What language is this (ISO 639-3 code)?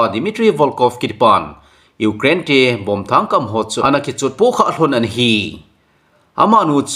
tcz